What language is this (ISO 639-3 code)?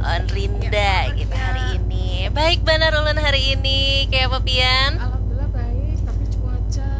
bjn